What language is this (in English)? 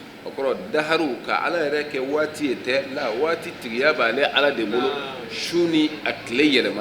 Bambara